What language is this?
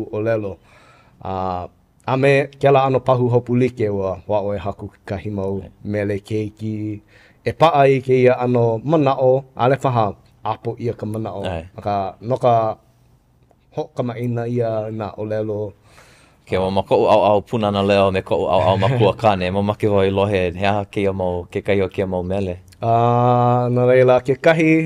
Hawaiian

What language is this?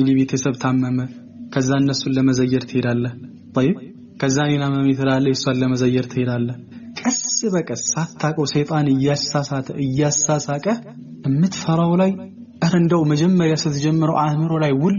Amharic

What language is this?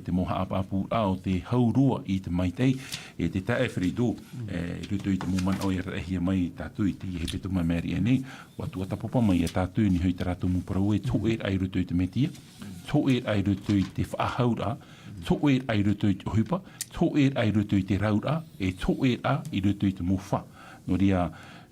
Tahitian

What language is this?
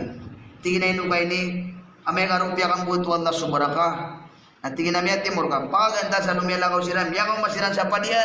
Maranao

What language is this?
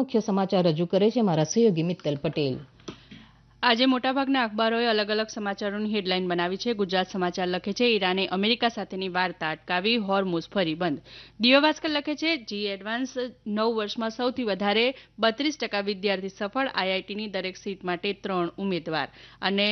Gujarati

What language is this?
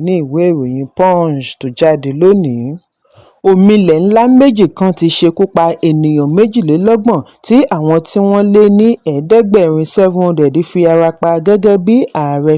Yoruba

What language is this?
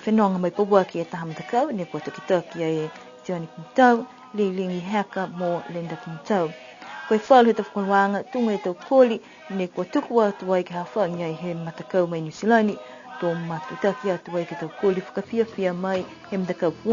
Niuean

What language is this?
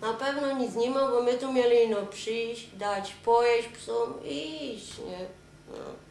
Silesian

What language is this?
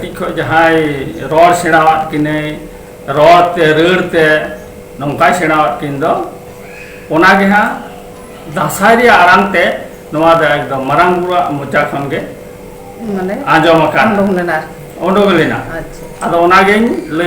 Santali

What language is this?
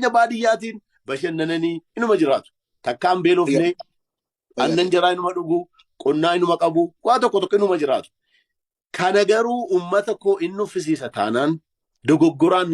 Oromo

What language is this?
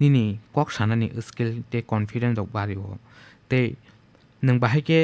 Kok Borok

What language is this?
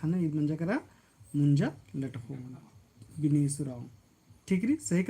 Kurukh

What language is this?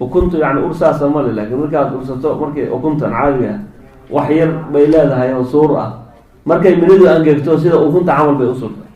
Somali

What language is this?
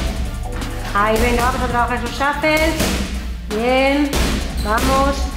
Spanish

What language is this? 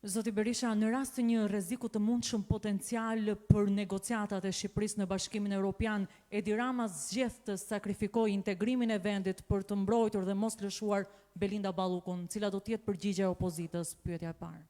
Albanian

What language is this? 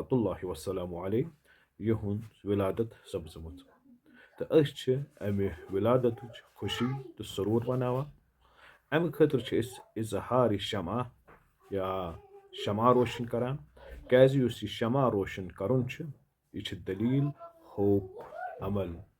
Kashmiri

